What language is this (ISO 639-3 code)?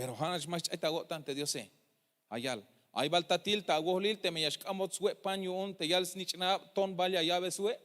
tzh